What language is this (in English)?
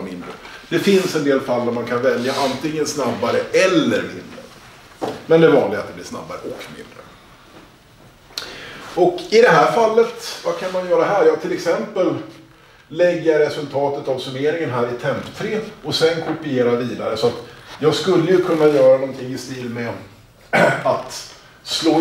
Swedish